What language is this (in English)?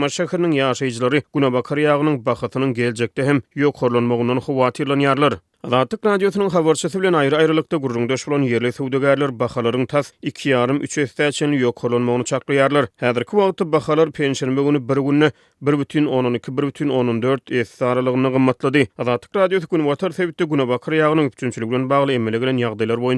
Turkmen